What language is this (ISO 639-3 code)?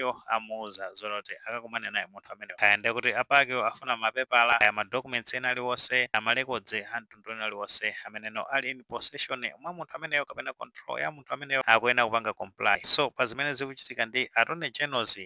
nya